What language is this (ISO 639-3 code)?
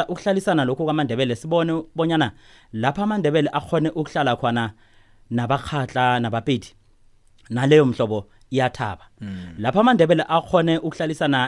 nbl